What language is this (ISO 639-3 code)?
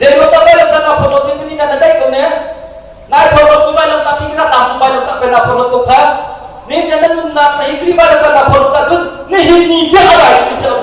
cnh